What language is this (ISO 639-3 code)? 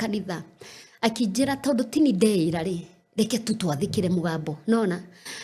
kik